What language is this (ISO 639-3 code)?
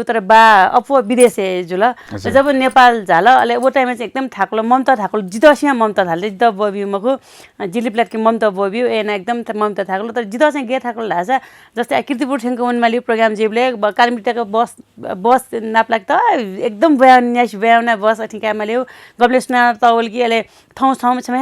new